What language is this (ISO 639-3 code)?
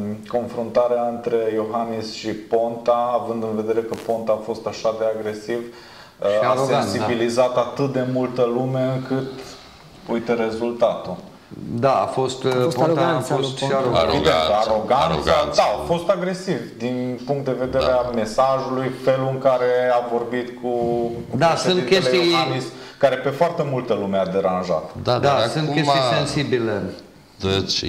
ron